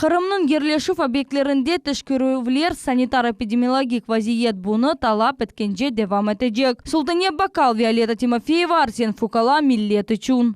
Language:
Crimean Tatar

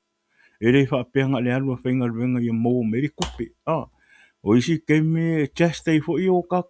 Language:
Samoan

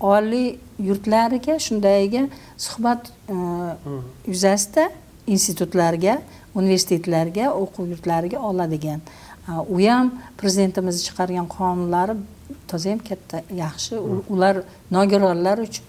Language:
Uzbek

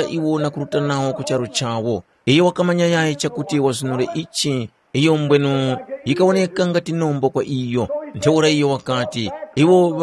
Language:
Tumbuka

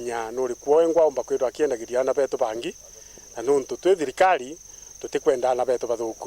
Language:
Meru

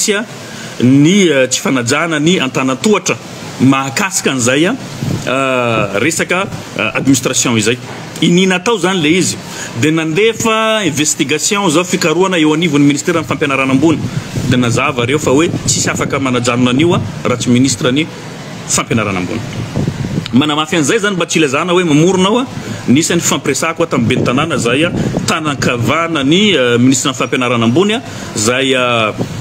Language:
Malagasy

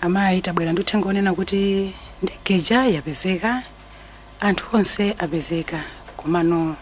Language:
Nyanja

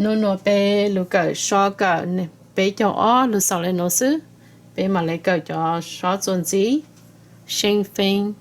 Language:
Hmong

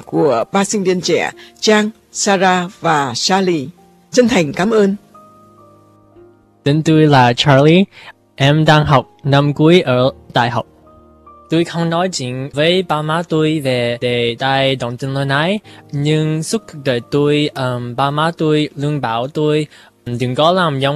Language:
Vietnamese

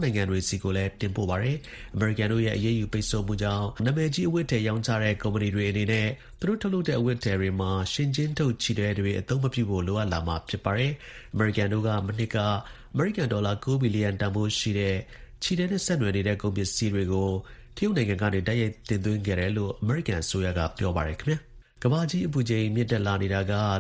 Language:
Burmese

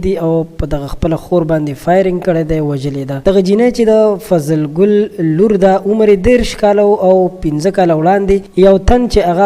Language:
Pashto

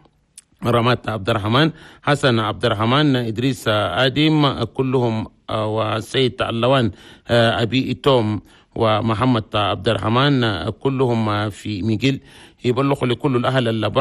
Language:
Chadian Arabic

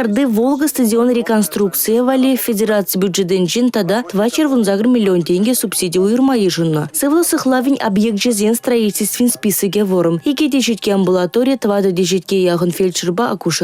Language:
Chuvash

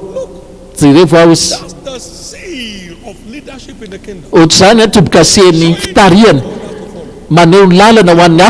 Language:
Malagasy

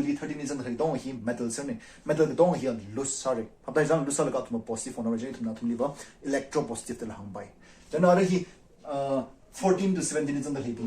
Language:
Tangkhul Naga (India)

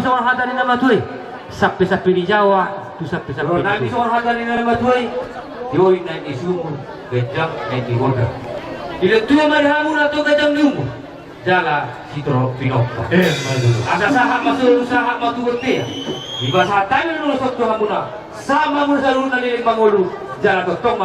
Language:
Batak Toba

